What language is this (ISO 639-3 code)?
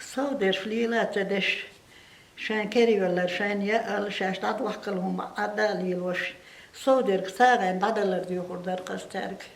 che